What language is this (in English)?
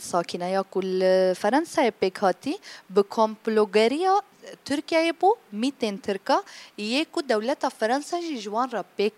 Kurdish